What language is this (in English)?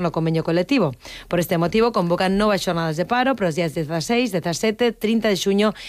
Galician